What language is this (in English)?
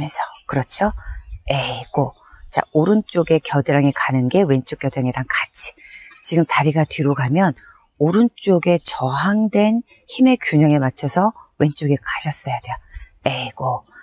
Korean